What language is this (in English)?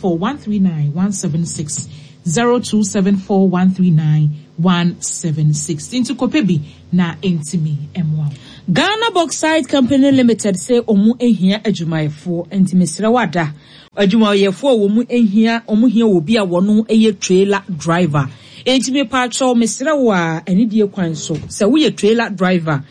Akan